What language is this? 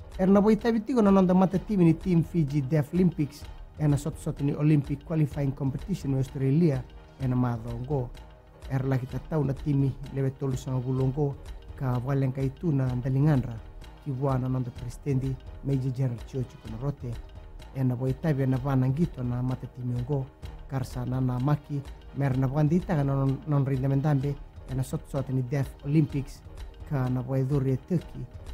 Fijian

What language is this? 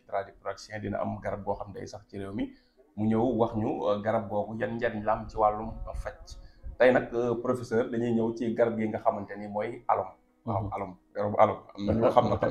Wolof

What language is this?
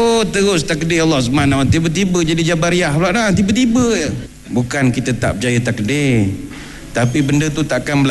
Malay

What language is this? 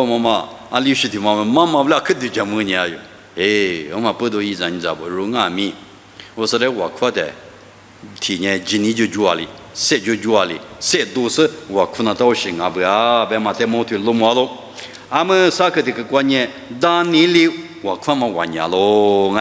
Lisu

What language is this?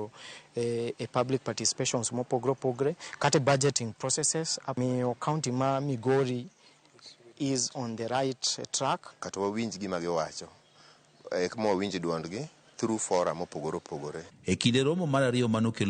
Luo (Kenya and Tanzania)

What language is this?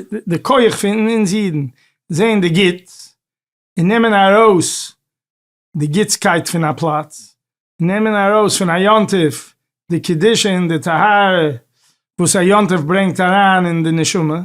Yiddish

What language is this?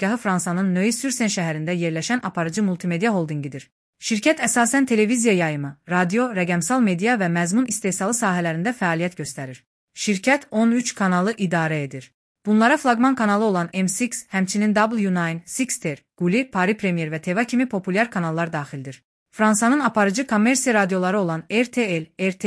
Azerbaijani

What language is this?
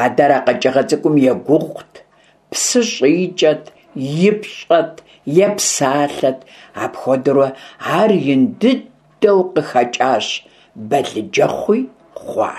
Kabardian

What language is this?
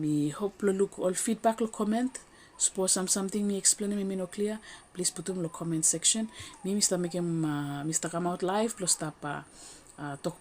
Bislama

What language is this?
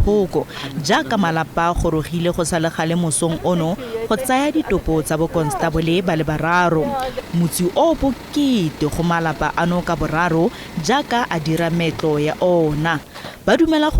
Tswana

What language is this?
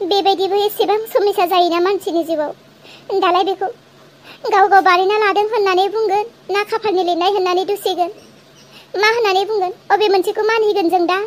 Bodo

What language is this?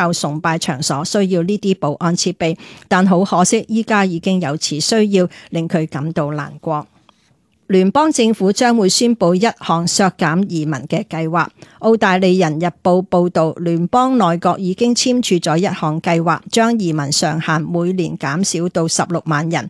Cantonese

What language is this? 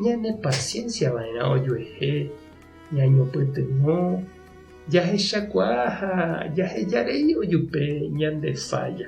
Guarani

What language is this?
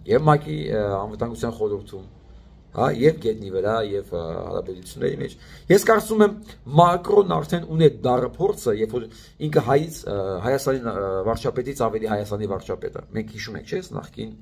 Armenian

